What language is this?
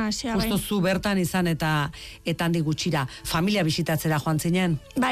Basque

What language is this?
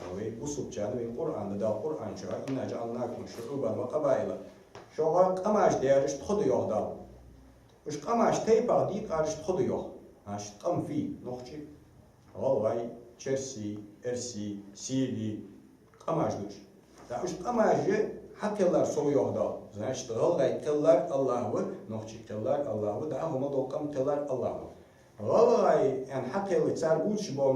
Ingush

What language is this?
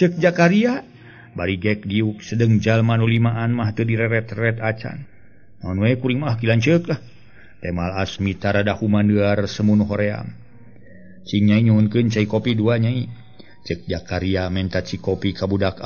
Sundanese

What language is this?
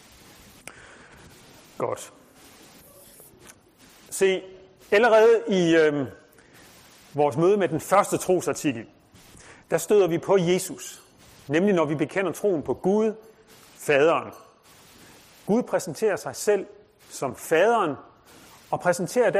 Danish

